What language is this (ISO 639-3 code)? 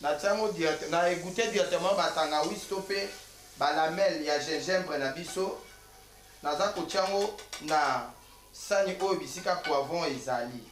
lin